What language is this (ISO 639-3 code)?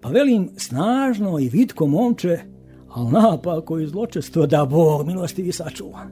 hrv